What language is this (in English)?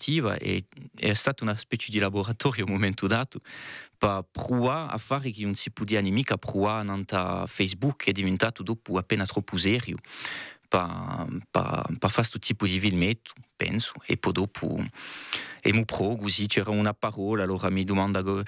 Corsican